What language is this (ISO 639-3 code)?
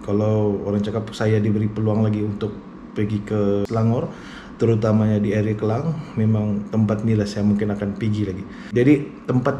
msa